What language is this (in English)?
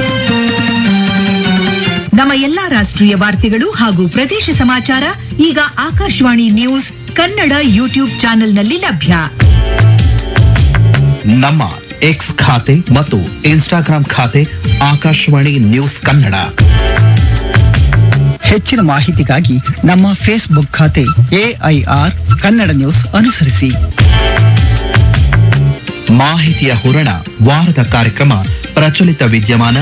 Kannada